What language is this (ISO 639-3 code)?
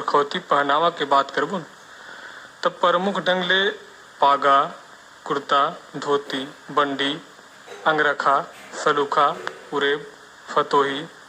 hne